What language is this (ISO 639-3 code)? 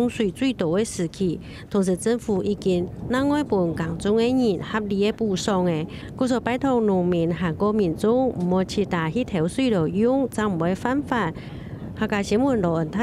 hak